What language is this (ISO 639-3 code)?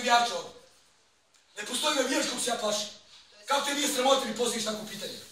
bos